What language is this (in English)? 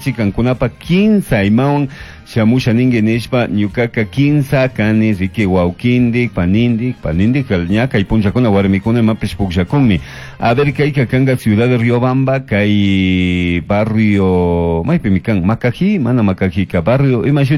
Chimborazo Highland Quichua